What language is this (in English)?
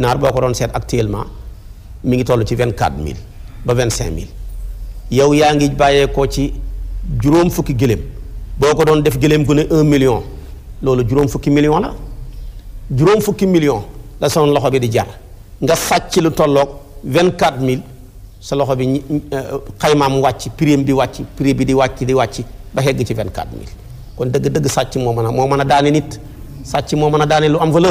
Wolof